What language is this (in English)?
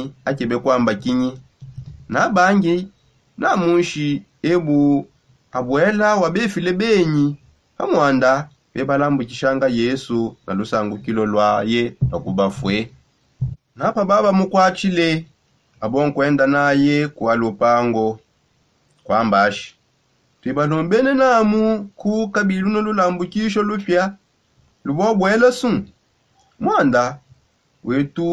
Songe